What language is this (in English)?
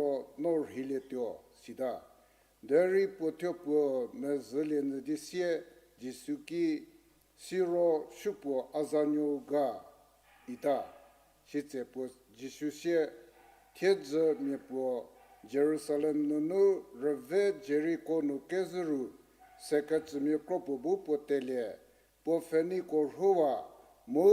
Angami Naga